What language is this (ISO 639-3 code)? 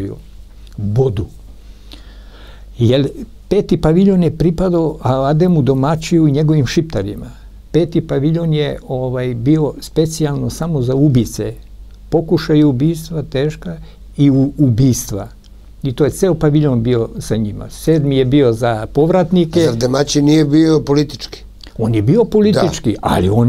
srp